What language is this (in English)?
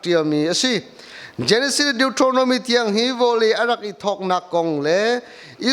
Hakha Chin